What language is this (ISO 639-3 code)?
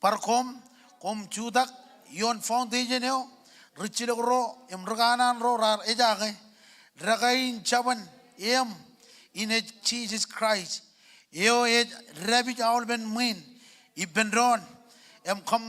mah